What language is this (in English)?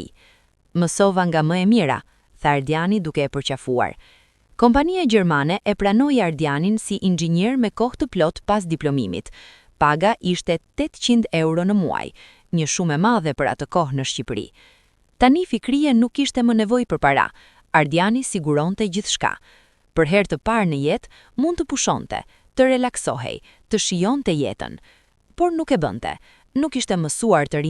Albanian